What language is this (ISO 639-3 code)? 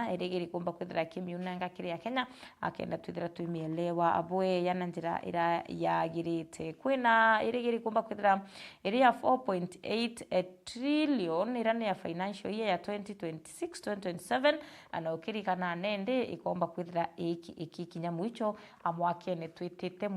mer